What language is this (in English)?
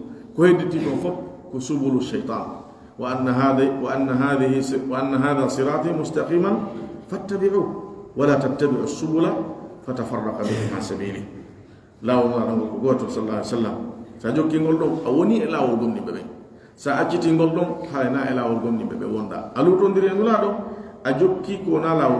Pular